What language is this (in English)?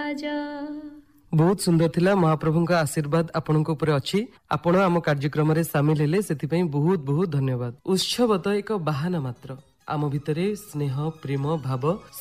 Odia